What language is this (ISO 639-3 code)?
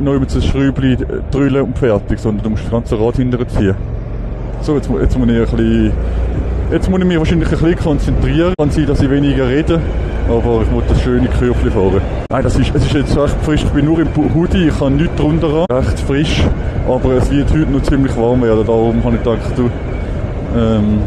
gsw